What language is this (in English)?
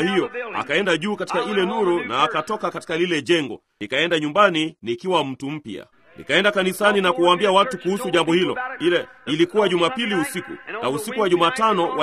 Swahili